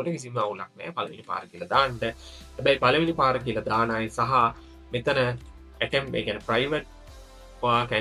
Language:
Sinhala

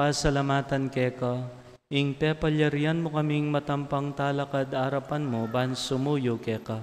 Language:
Pampanga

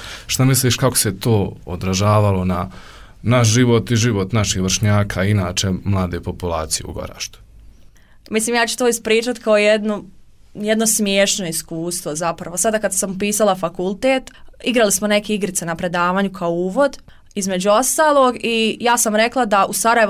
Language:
Bosnian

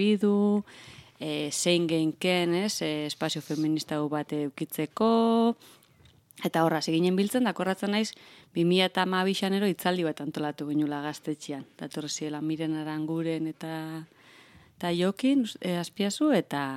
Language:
Basque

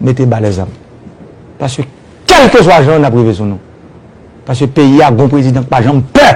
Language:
Haitian Creole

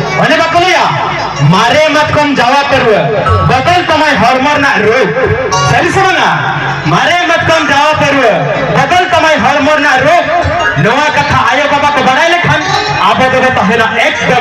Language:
Santali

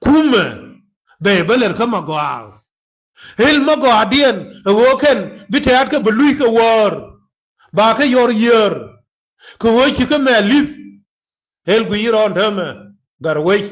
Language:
Nuer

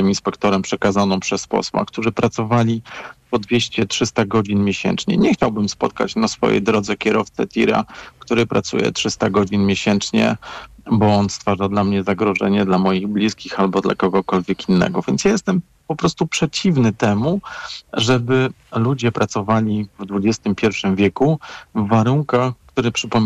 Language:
Polish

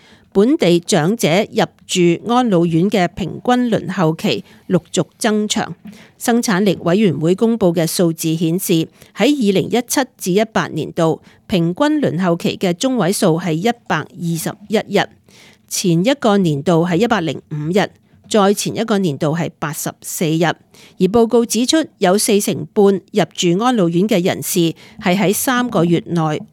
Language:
Cantonese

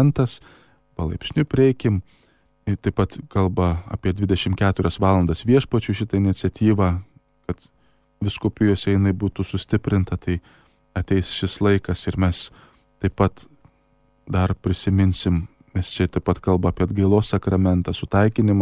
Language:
Lithuanian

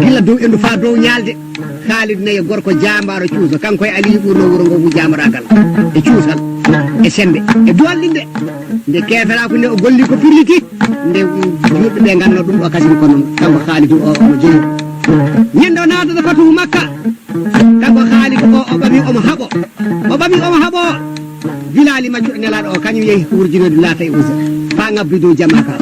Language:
Fula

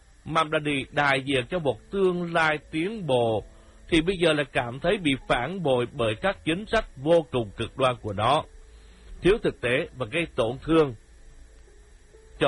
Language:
Vietnamese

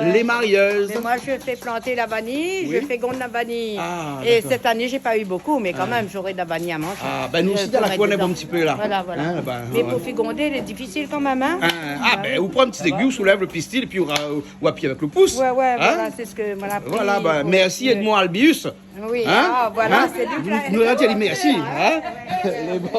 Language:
Réunion Creole French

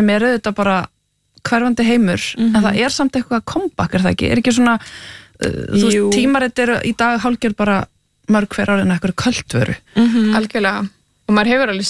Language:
Icelandic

